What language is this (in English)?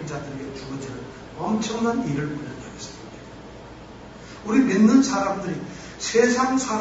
Korean